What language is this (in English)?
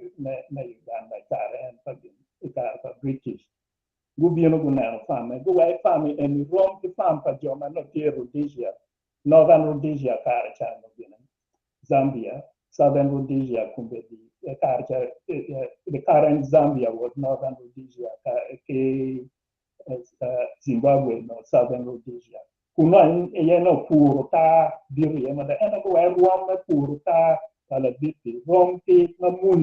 Acoli